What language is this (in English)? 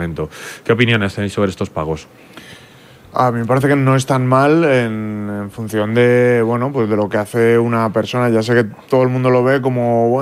Spanish